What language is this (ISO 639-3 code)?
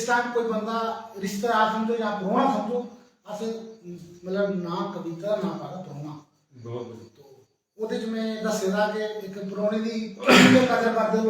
doi